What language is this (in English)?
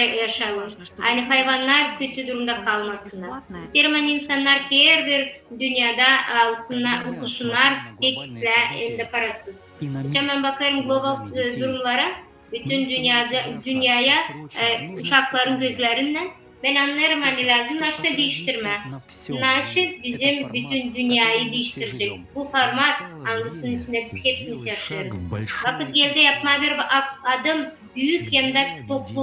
Gagauz